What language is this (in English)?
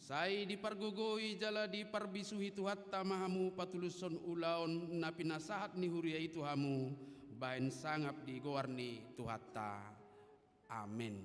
Batak Toba